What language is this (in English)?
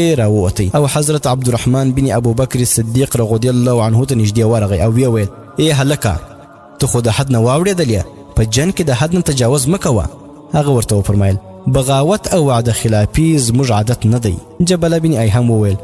Pashto